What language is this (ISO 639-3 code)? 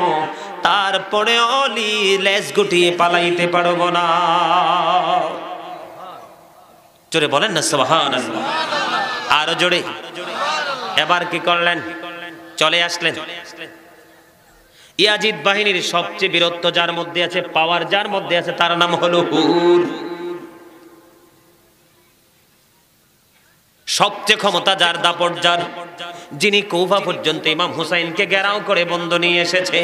ben